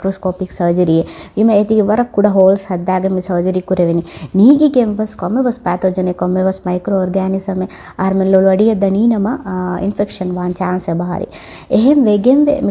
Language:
Divehi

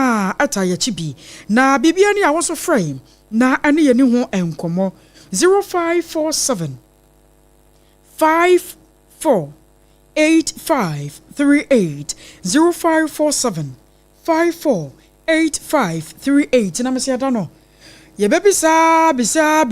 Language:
Akan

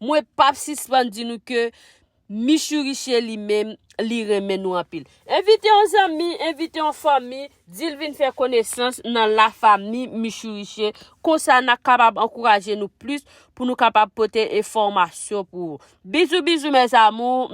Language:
Haitian Creole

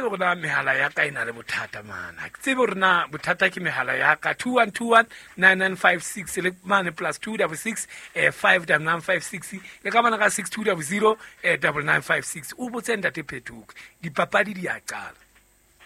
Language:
Southern Sotho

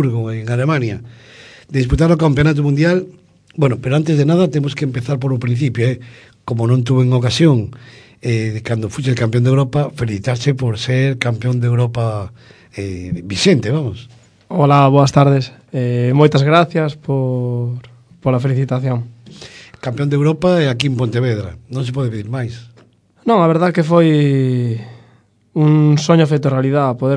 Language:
Galician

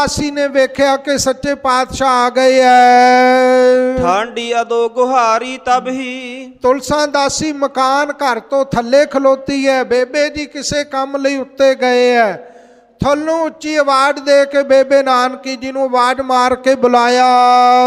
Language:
Punjabi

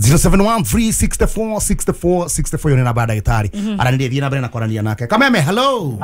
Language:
Kikuyu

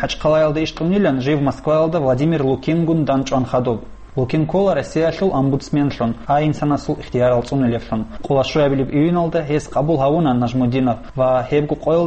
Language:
Avaric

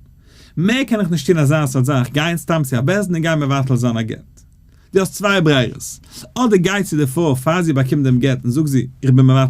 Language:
Yiddish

